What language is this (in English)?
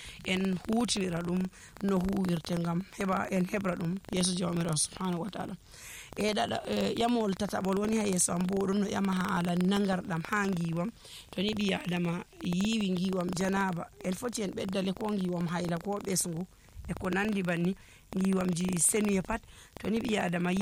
Nigerian Fulfulde